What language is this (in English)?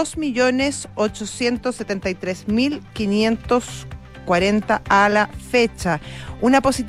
Spanish